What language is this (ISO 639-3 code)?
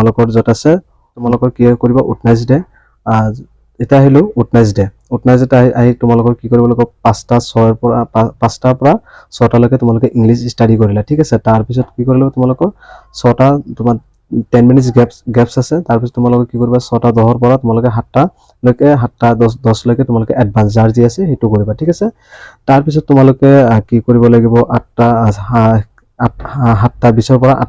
asm